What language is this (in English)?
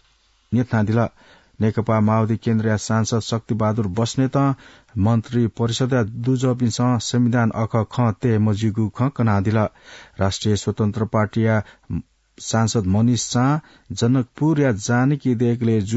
Newari